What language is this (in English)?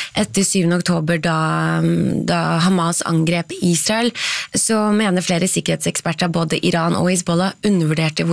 Norwegian